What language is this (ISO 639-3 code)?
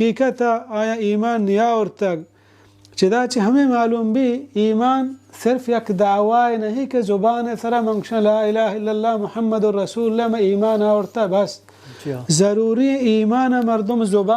bal